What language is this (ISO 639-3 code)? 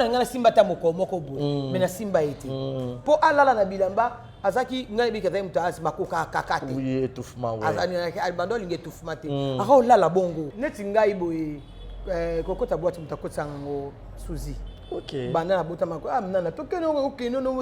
lin